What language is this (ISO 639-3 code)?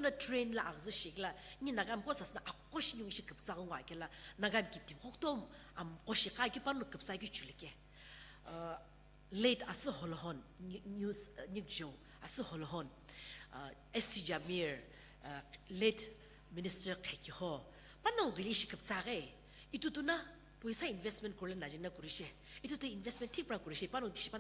nsm